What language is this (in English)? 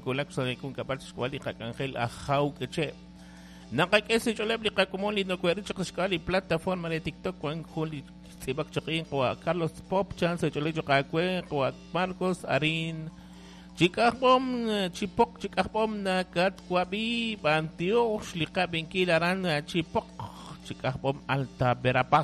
Kekchí